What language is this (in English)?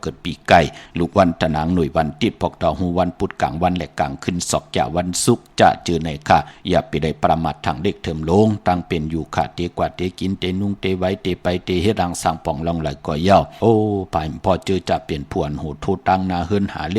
Shan